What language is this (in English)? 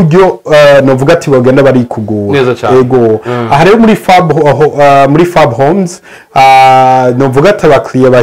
Rundi